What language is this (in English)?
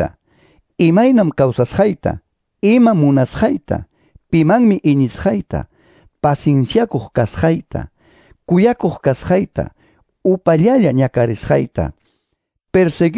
Quechua